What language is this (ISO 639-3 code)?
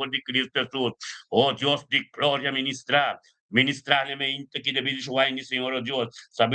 pap